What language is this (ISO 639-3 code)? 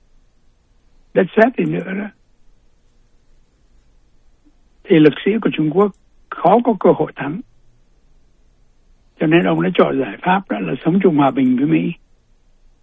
vie